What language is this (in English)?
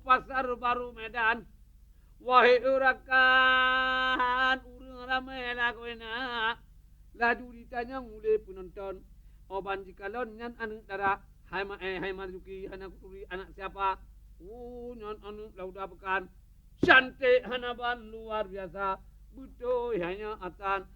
Achinese